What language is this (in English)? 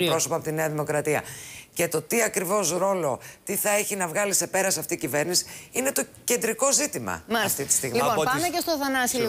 Greek